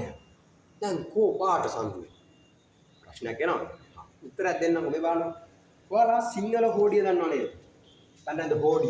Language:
Sinhala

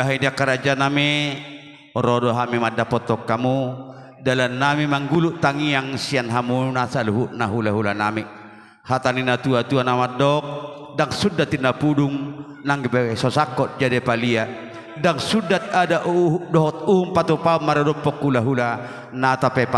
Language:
Batak Toba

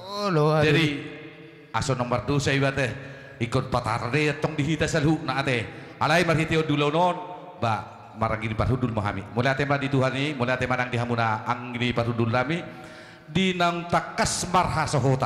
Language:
Batak Toba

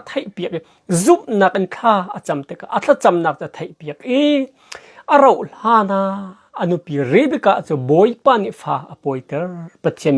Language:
Hakha Chin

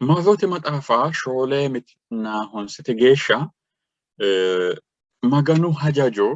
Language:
Sidamo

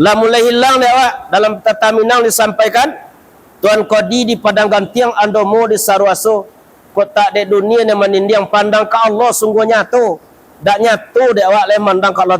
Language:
Minangkabau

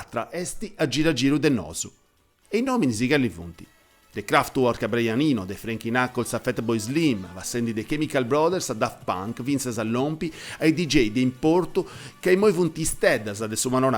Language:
Sardinian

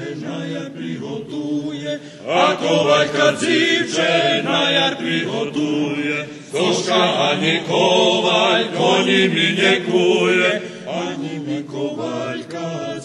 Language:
Rusyn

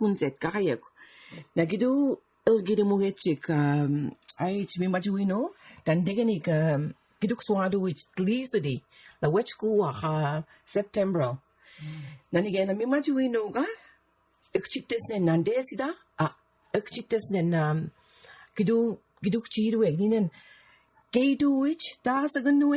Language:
Mi'kmaw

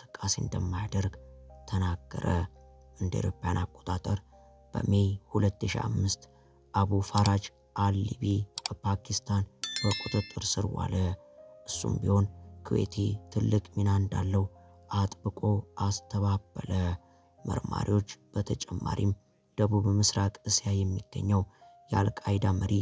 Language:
Amharic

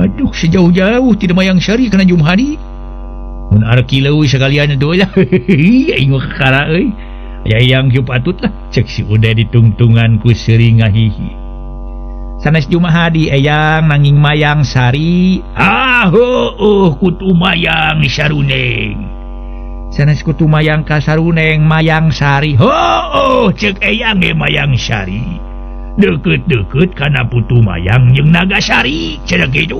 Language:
Sundanese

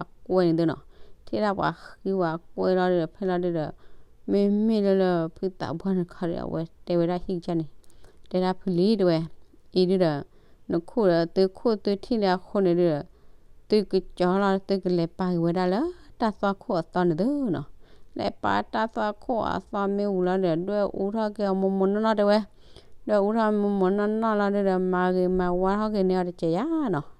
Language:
S'gaw Karen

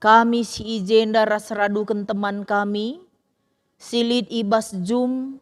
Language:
Batak Karo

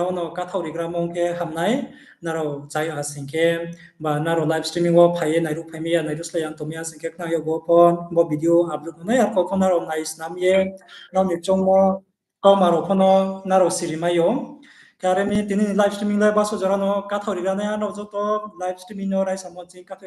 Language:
Riang (India)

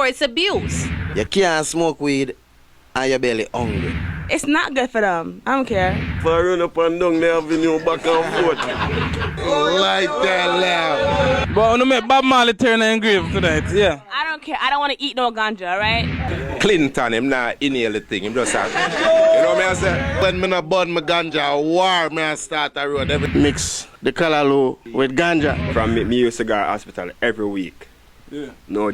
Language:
Jamaican Creole English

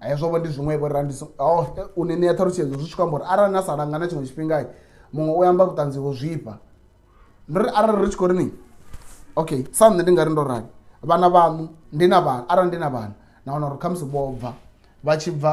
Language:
Venda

